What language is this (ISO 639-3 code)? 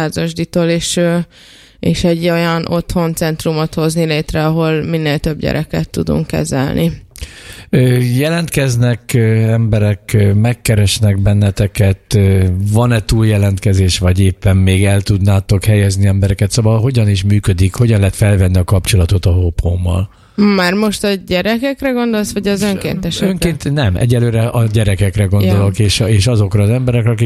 hun